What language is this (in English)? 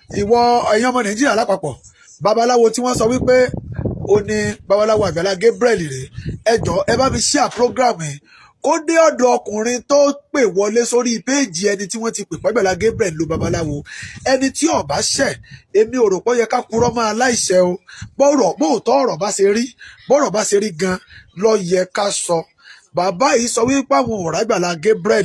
Yoruba